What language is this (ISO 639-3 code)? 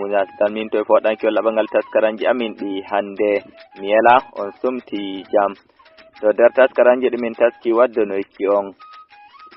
ful